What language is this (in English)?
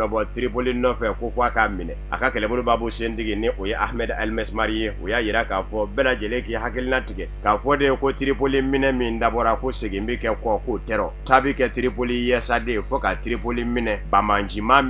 Bambara